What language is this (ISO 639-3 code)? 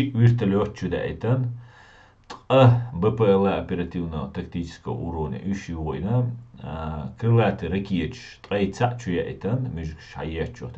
che